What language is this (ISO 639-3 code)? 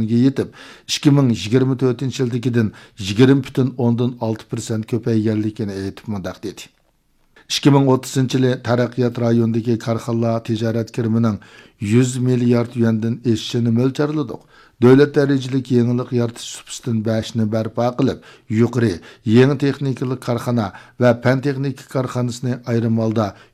uig